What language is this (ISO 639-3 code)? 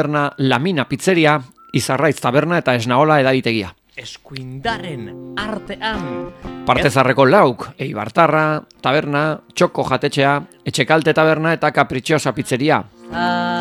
eus